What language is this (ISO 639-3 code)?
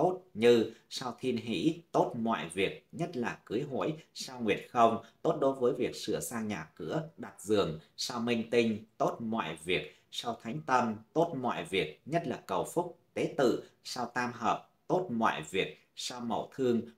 vie